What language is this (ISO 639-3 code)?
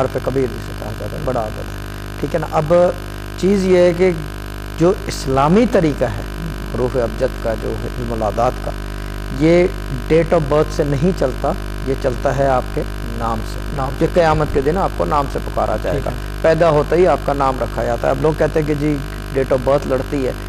urd